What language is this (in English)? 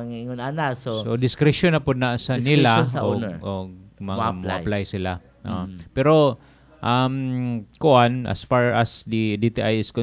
Cebuano